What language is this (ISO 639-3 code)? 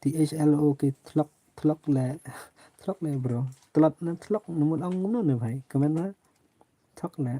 kha